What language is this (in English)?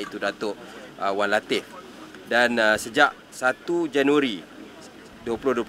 Malay